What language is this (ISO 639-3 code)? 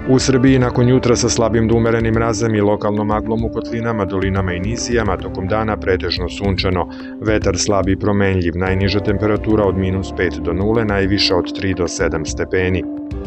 srp